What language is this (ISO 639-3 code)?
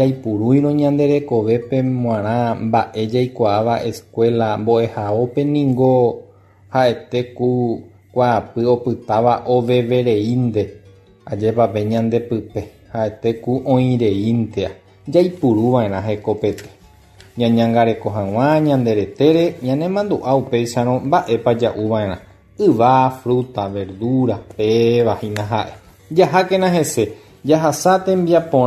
grn